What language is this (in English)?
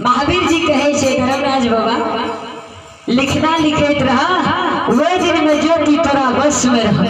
Maithili